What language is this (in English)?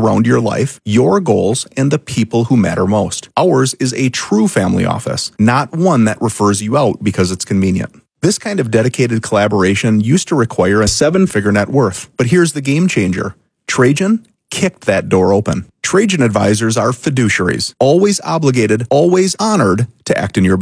English